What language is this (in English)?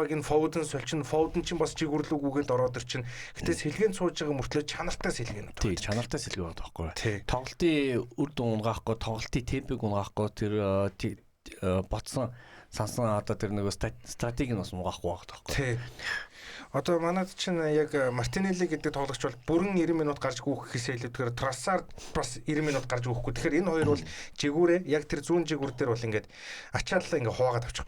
Mongolian